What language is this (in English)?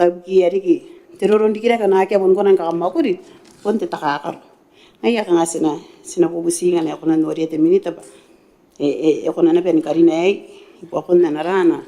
Gilbertese